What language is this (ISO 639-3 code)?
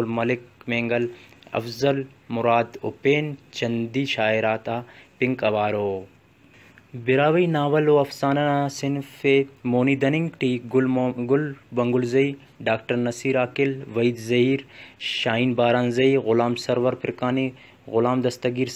brh